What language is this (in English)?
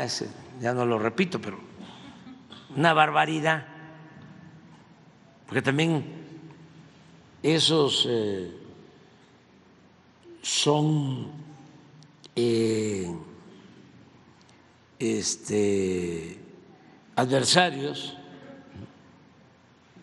Spanish